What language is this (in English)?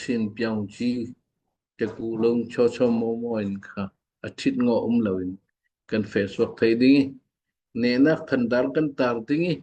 Falam Chin